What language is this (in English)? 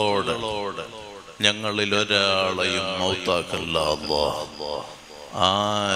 Malayalam